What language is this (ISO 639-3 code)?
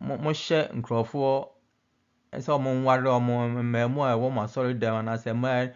aka